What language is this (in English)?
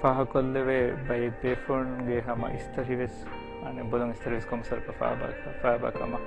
Divehi